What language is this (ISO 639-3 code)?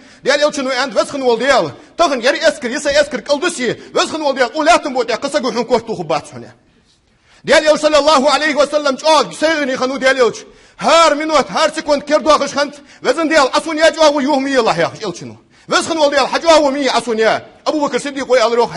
inh